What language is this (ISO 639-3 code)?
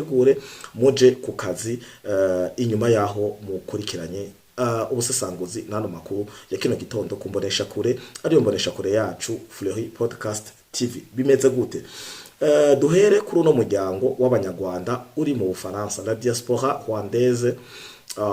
run